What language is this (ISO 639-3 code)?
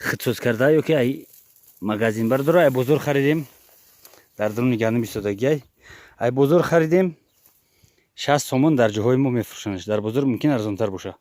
tgk